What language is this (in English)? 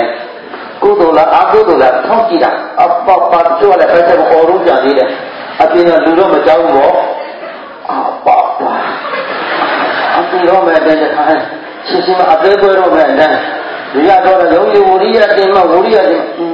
Burmese